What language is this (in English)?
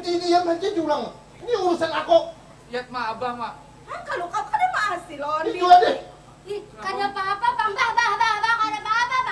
Banjar